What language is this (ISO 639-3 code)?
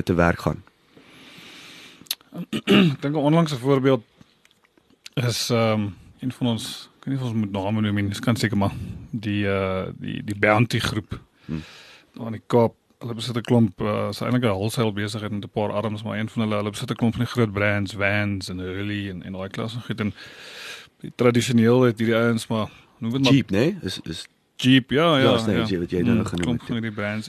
afr